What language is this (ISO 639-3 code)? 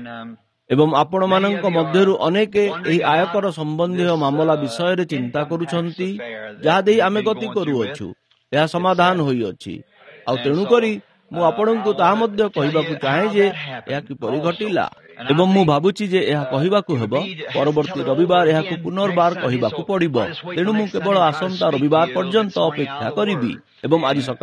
ori